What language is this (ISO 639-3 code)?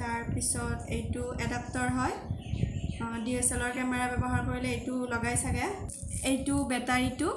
asm